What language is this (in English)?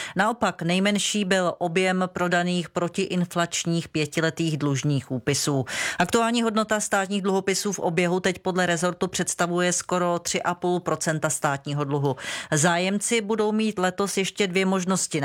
Czech